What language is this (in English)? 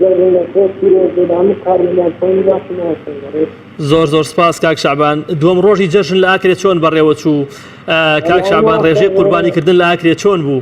Central Kurdish